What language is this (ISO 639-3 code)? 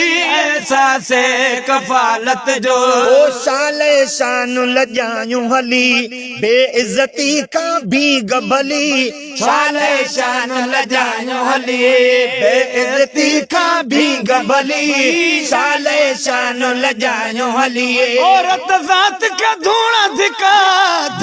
snd